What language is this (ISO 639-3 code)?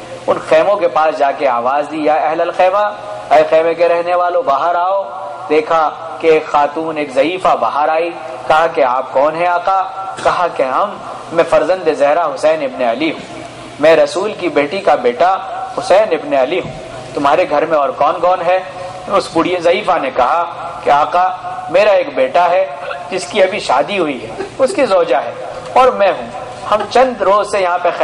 urd